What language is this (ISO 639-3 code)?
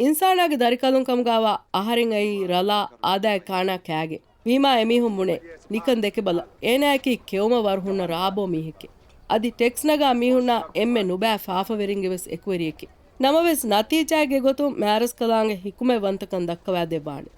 div